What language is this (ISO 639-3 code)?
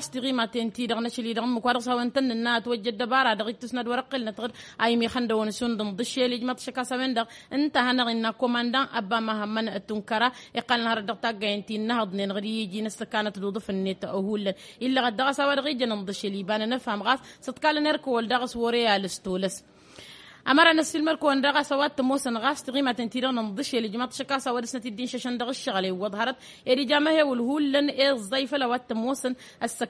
taq